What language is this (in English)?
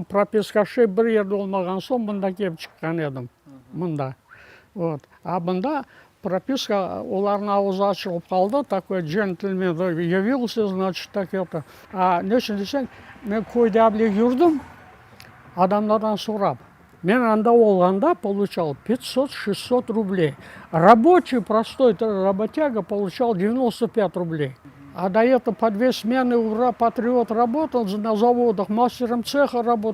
Crimean Tatar